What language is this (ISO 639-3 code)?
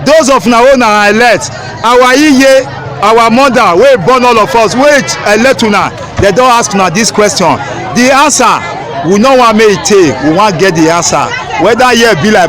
pcm